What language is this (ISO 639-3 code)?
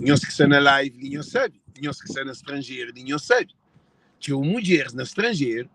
kea